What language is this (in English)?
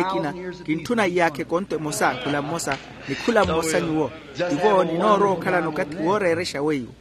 Makhuwa